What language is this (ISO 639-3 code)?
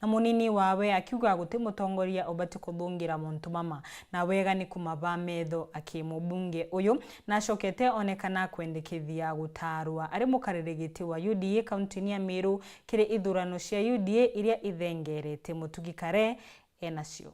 mer